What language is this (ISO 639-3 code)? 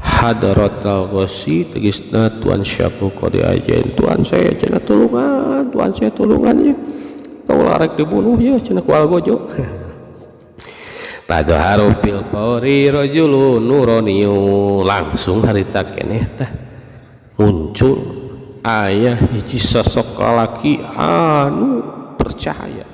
sun